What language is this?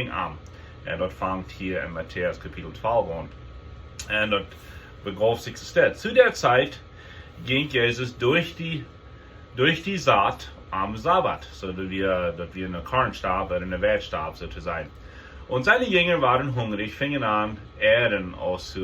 Plautdietsch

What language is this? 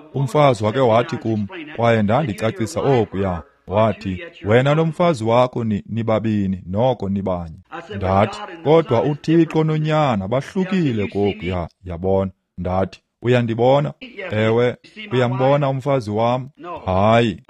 Xhosa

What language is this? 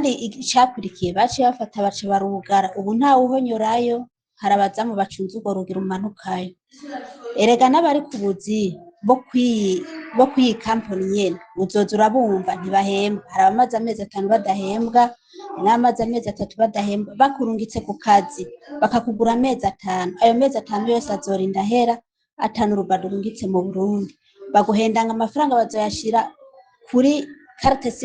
Rundi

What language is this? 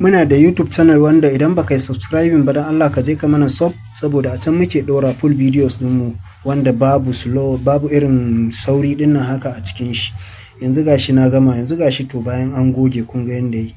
Hausa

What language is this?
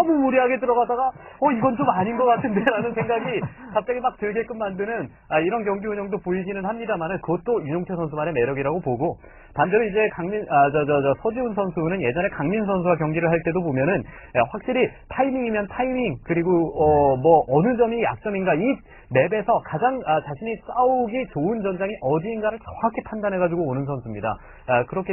Korean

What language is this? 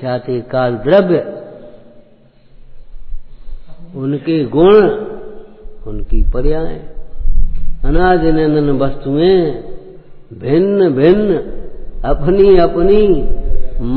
Hindi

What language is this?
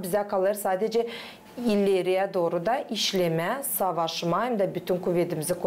Gagauz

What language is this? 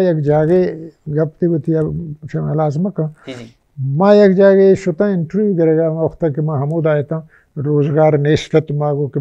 Baluchi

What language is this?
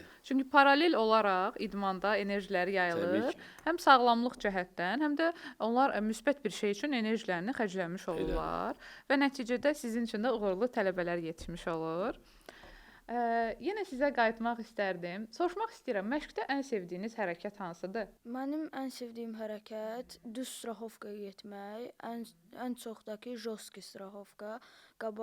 Azerbaijani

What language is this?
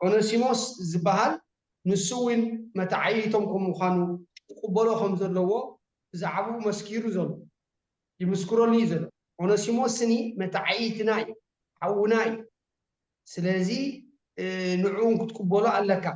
Tigrinya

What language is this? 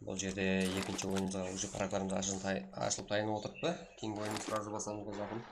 Kara-Kalpak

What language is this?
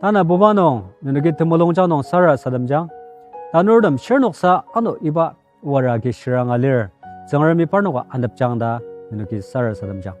Ao Naga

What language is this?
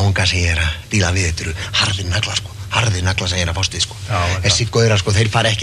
Icelandic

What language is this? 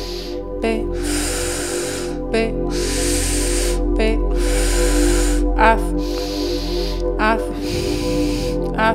Hebrew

